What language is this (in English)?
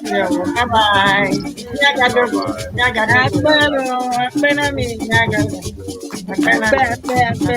Ewe